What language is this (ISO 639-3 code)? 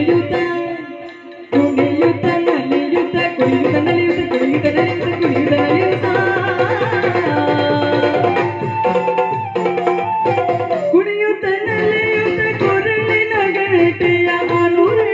kan